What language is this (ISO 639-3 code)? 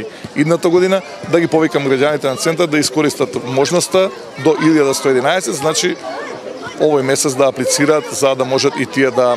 mkd